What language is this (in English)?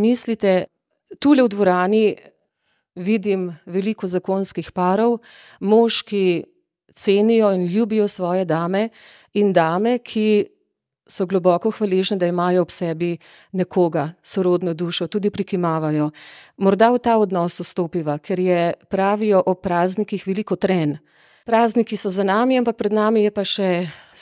Slovenian